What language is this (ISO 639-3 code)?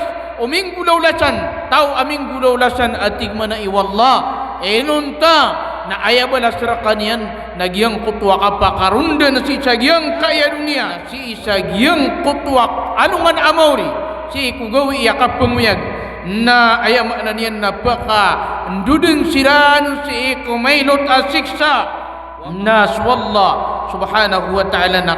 mrw